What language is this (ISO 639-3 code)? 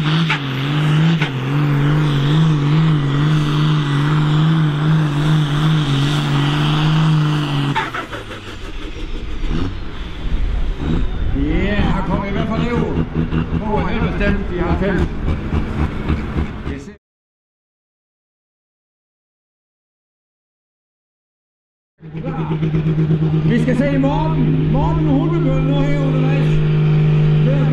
dan